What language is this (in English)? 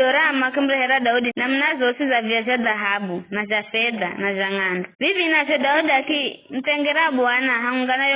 Giryama